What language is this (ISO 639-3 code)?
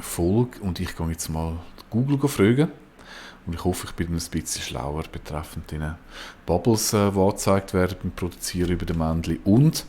gsw